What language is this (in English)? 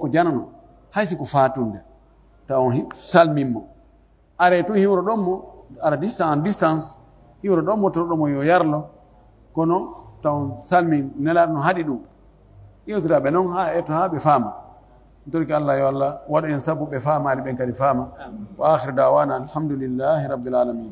Pular